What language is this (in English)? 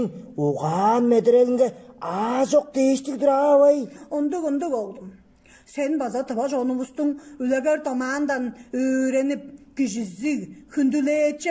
Tuvinian